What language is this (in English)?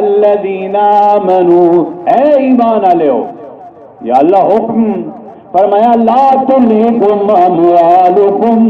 Saraiki